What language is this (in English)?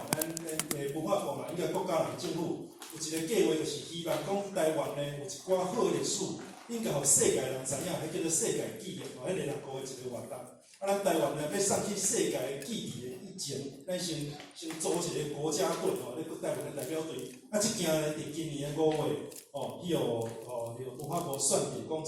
Min Nan Chinese